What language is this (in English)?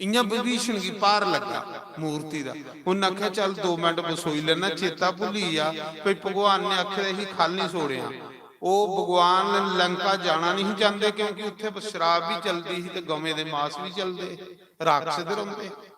Dogri